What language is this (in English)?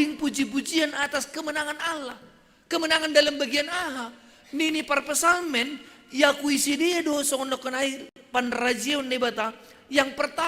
Batak Simalungun